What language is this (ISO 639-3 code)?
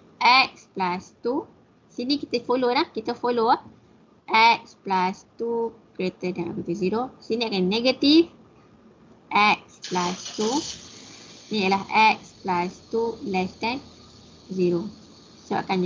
msa